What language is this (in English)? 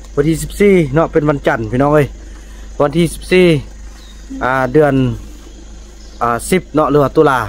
Thai